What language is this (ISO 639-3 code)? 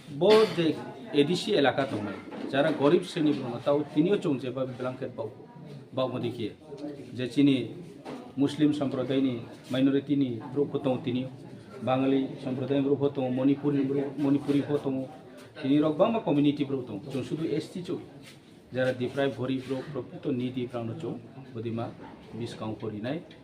trp